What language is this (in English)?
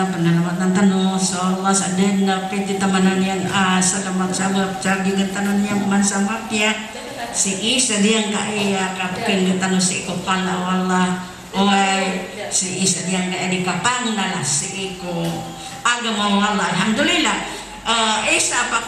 Maranao